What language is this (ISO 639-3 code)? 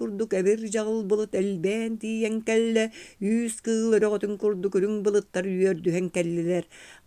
sah